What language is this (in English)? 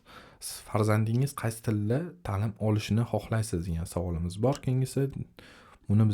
Uzbek